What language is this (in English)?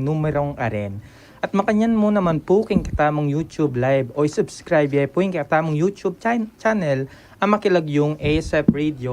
Pampanga